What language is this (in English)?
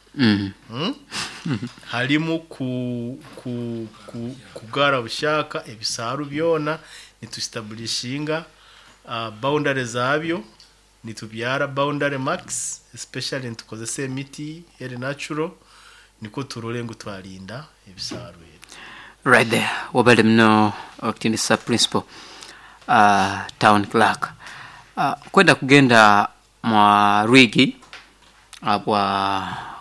Nyoro